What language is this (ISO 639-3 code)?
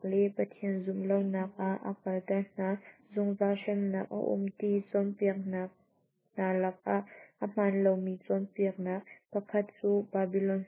cnh